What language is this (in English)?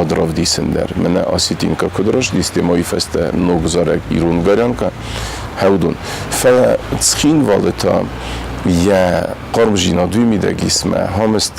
Ossetic